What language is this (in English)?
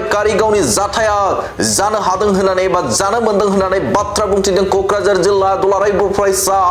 Bodo